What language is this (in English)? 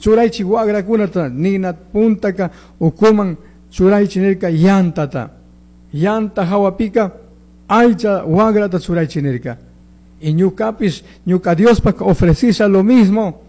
Chimborazo Highland Quichua